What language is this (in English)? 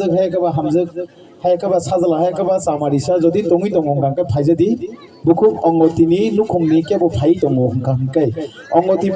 Kok Borok